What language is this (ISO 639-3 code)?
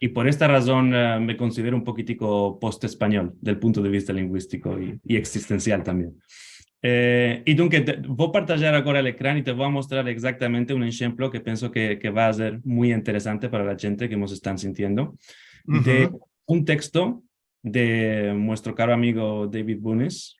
lad